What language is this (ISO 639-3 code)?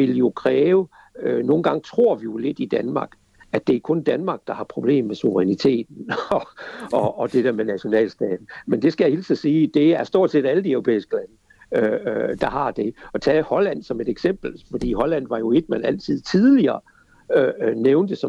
dan